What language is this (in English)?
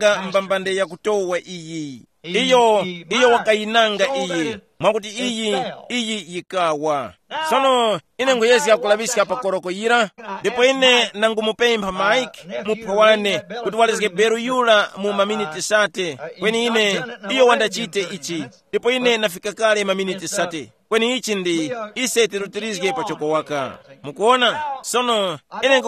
Tumbuka